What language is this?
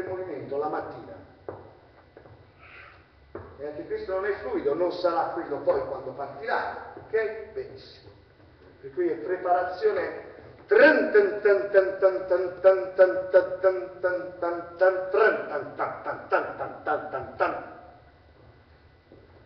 Italian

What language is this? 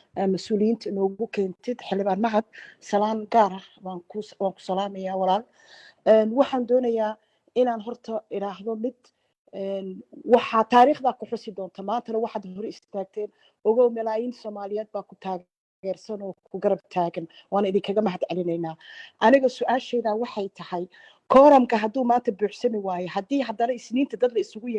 Somali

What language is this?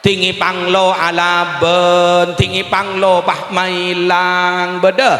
Madurese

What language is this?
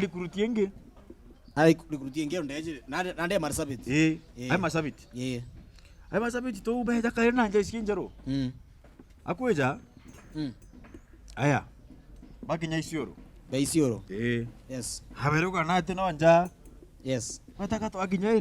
Meru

